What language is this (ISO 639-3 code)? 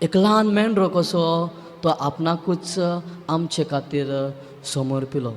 kok